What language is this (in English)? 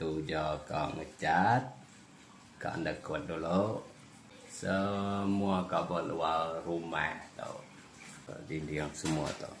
Iban